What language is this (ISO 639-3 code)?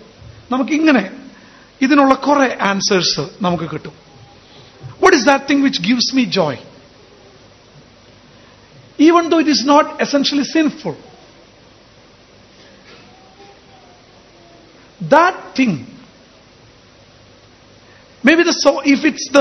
mal